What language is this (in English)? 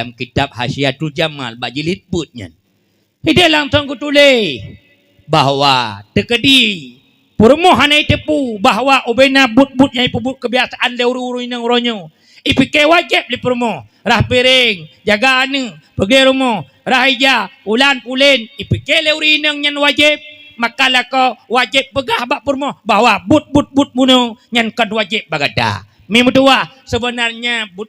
Achinese